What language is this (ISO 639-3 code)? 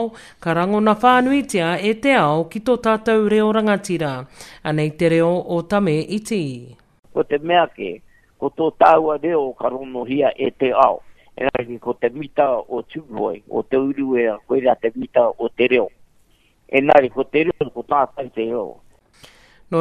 mri